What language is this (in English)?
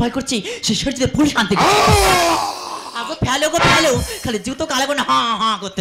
Bangla